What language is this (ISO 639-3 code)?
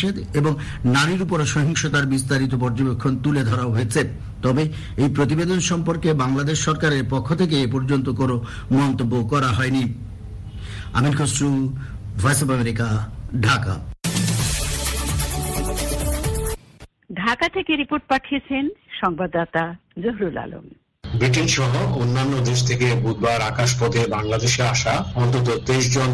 ben